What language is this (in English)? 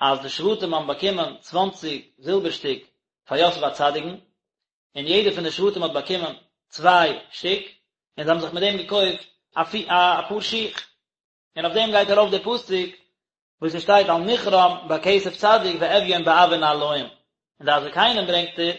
Yiddish